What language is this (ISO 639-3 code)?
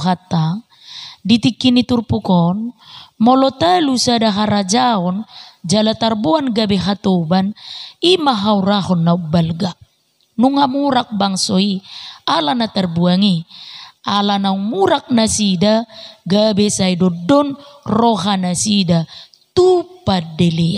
bbc